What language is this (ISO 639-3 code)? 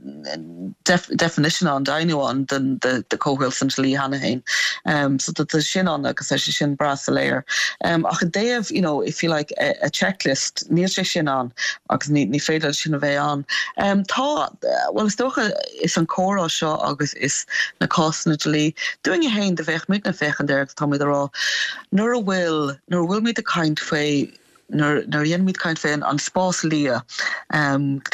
gle